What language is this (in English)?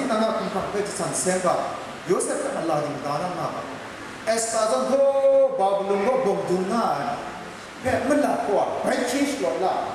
Kachin